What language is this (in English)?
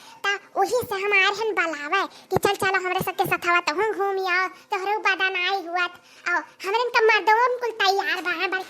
Awadhi